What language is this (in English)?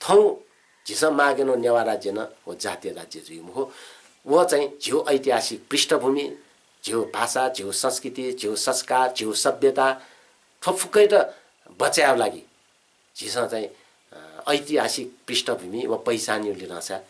Newari